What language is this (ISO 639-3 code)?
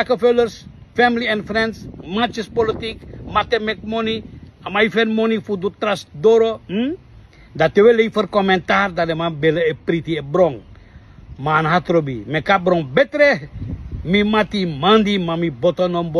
srn